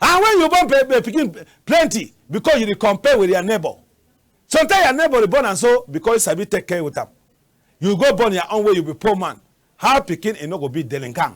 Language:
Cameroon Pidgin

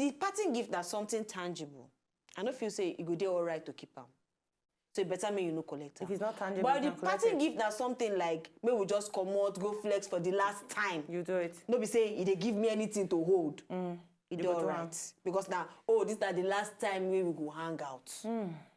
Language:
Nigerian Pidgin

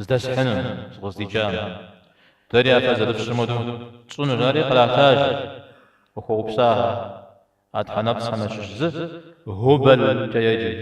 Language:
Kabardian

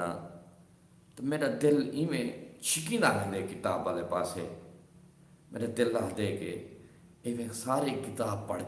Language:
Saraiki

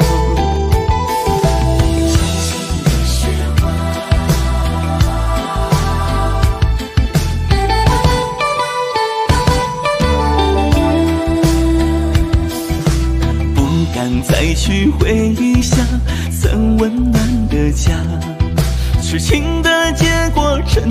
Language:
Chinese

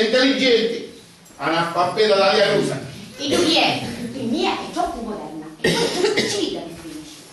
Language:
Sicilian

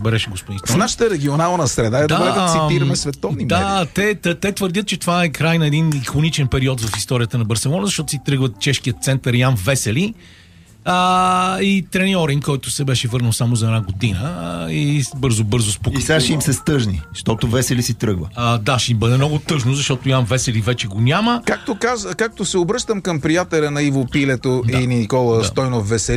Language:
Bulgarian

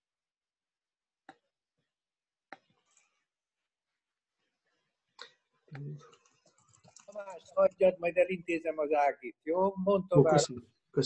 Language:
Hungarian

